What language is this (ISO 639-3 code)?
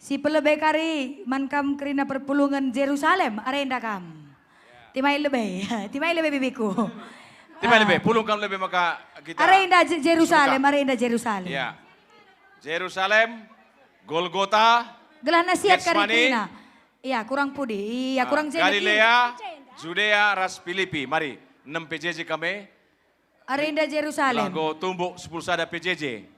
btx